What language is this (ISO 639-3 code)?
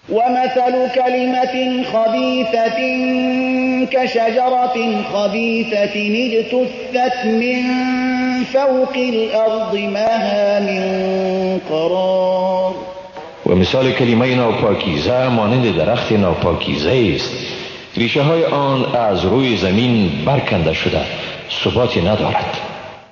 fas